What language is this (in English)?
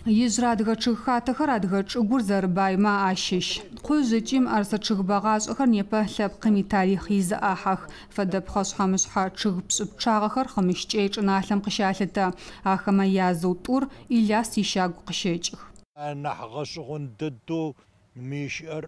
Adyghe